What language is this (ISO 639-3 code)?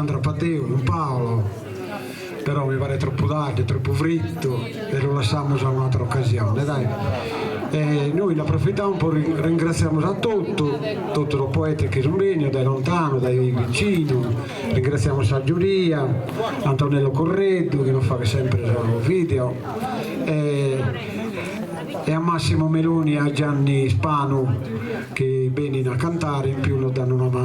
srd